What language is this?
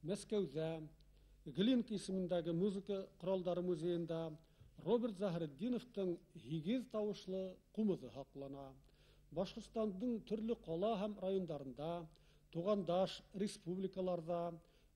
Bashkir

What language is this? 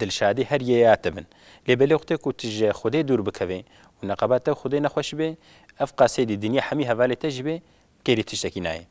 Kurdish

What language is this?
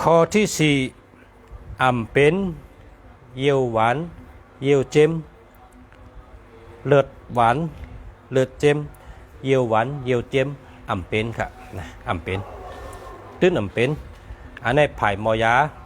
Shan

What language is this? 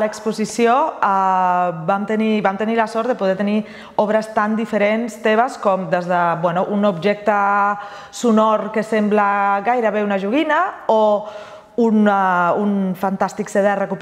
Catalan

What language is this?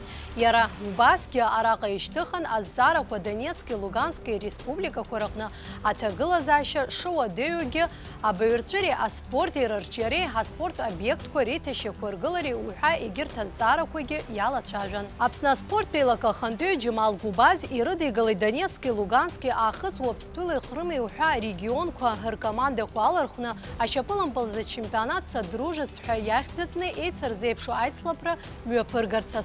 Abkhazian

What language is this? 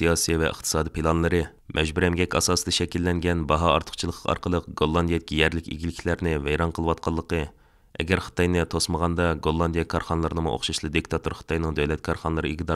Uyghur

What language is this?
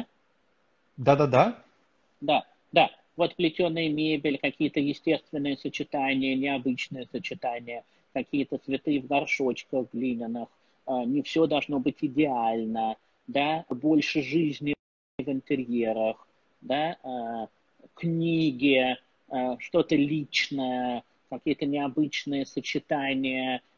Russian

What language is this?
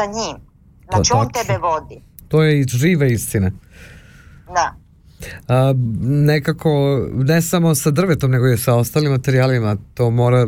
Serbian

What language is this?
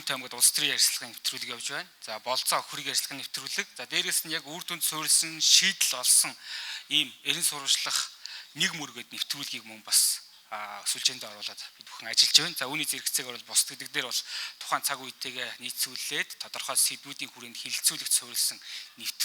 Mongolian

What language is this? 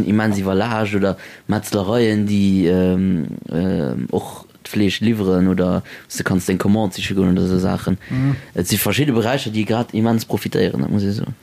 Luxembourgish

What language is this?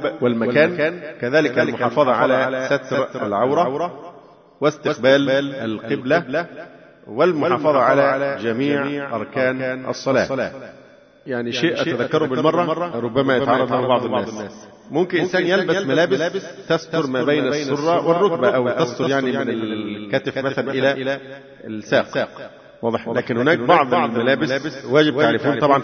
Arabic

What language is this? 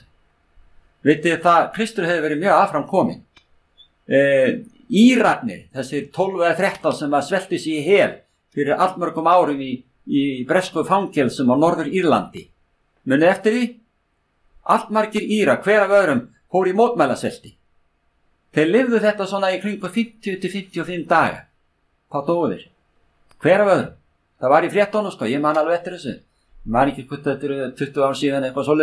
Icelandic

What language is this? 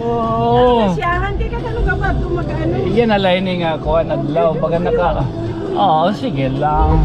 Waray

